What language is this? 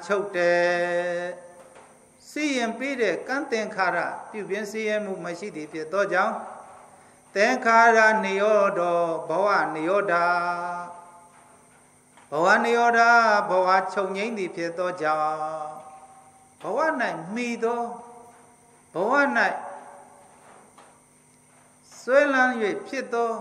Burmese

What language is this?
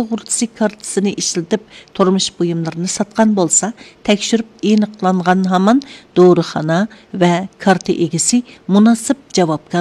Uyghur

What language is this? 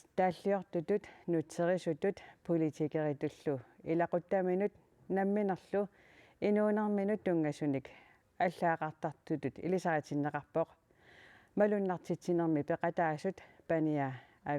Kalaallisut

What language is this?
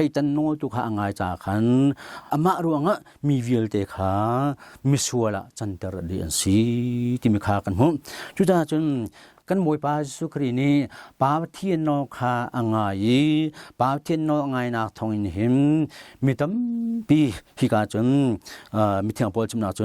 Hakha Chin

